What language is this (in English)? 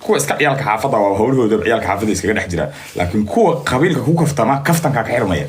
Somali